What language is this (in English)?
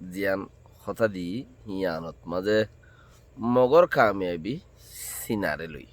Rohingya